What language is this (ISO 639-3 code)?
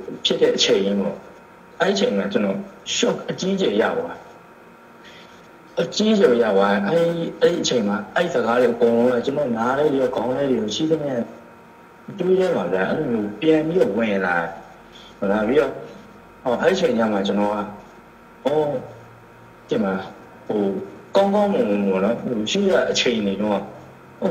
mya